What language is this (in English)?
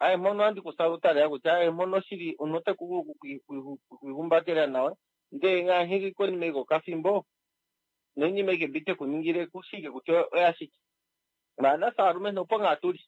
Kuanyama